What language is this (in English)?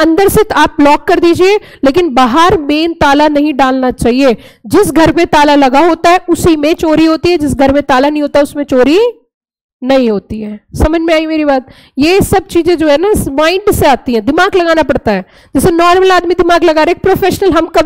Hindi